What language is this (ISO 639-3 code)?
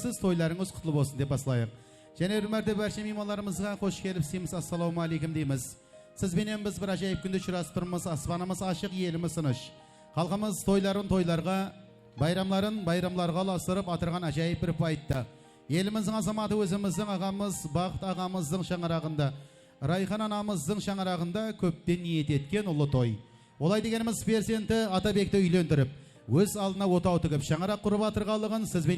kaa